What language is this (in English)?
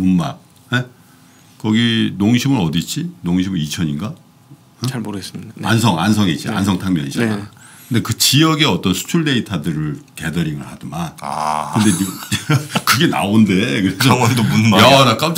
Korean